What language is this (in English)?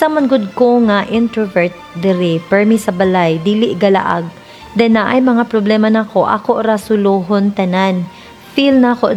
Cebuano